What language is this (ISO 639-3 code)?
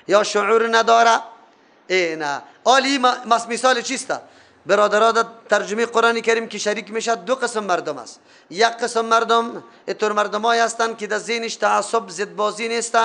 fas